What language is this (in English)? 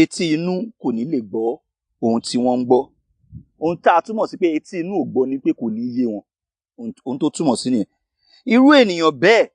Yoruba